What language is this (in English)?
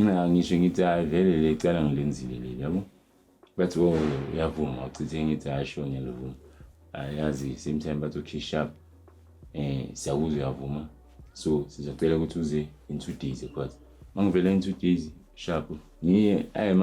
Zulu